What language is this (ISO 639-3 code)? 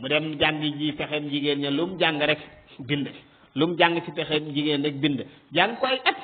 wol